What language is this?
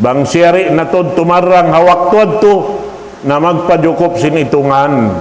Tausug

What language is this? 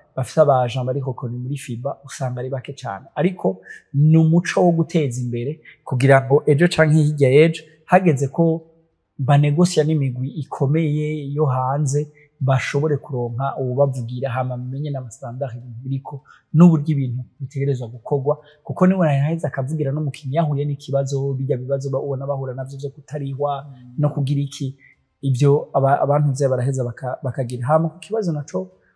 Rundi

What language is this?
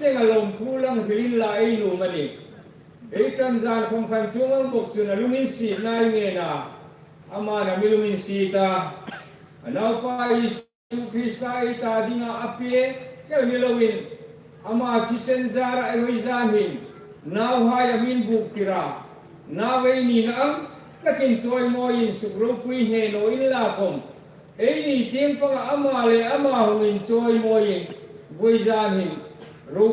Hmar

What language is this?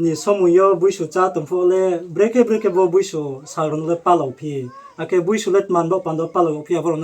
Riang (India)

